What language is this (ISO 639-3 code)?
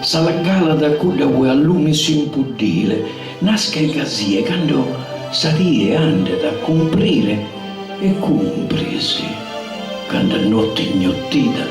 srd